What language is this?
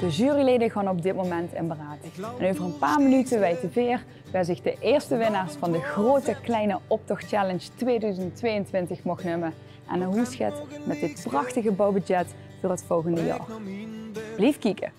Limburgish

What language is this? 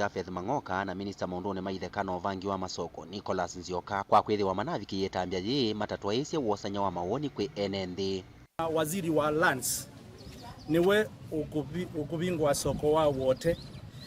Kamba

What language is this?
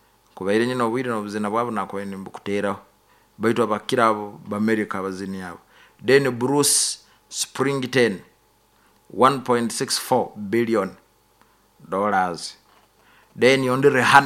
Nyoro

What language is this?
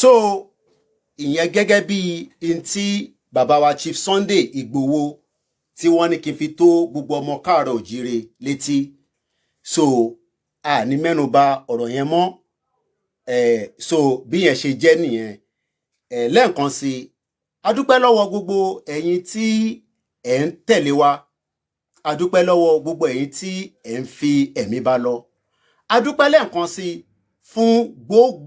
Yoruba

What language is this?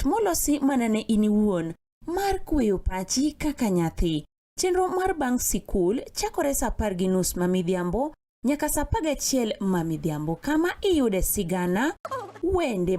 Luo (Kenya and Tanzania)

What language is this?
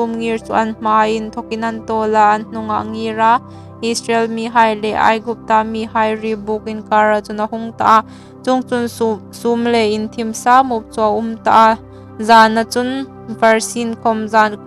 Hmar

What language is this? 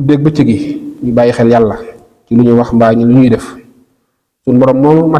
Wolof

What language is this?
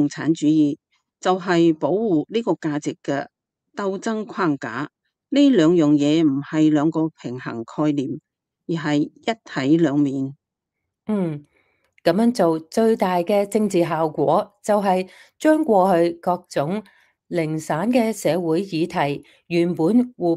Cantonese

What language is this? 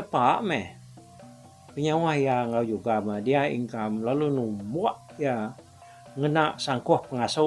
Iban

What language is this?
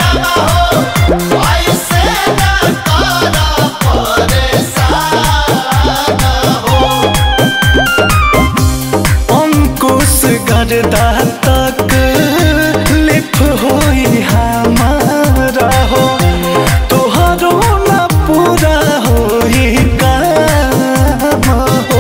Bhojpuri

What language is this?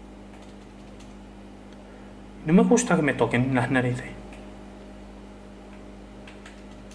Spanish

